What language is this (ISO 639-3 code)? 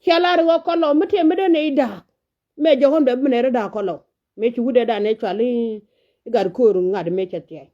nus